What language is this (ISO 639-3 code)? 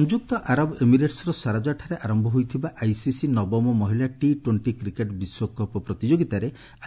ori